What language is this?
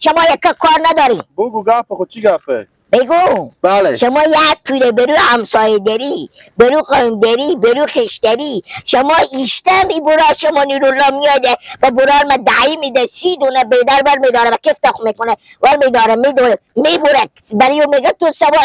Persian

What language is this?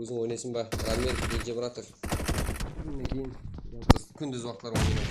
Kara-Kalpak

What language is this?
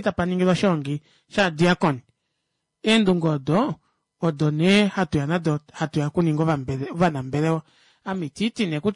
Kuanyama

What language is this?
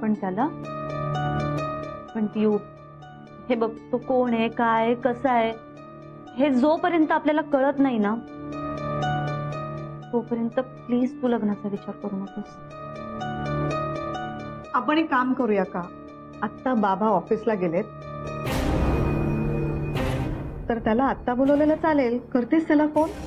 Marathi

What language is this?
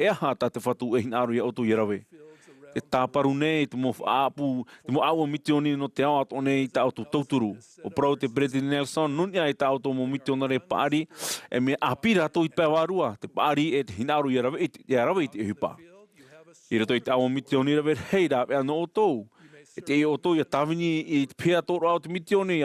Tahitian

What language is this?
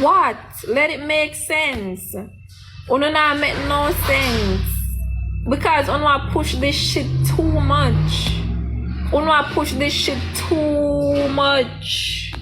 Jamaican Creole English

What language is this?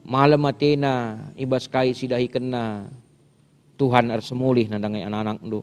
Batak Karo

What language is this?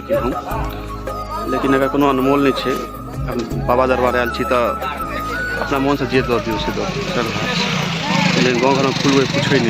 Maithili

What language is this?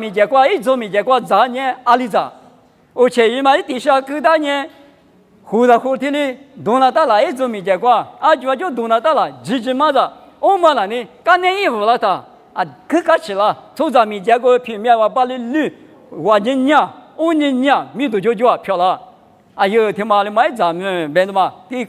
Lisu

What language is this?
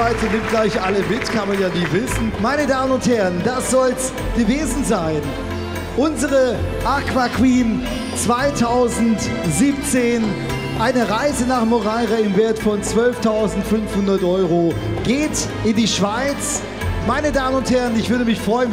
German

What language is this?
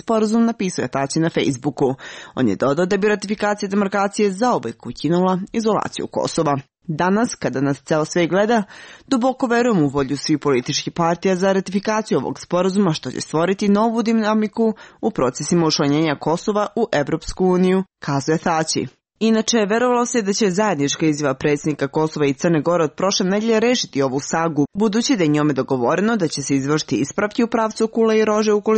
Serbian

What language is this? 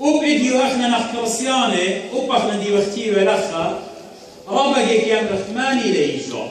Assyrian Neo-Aramaic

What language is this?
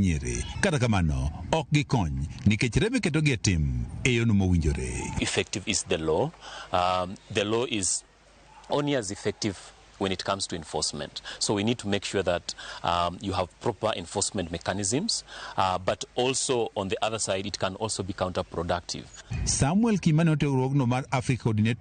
Luo (Kenya and Tanzania)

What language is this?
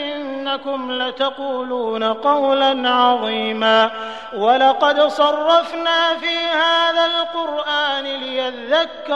Arabic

